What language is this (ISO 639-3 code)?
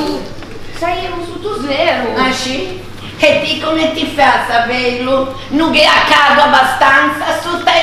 lij